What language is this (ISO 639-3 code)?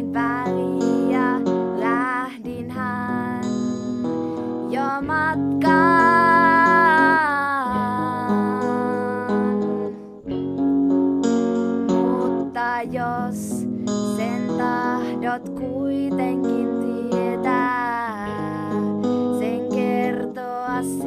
fin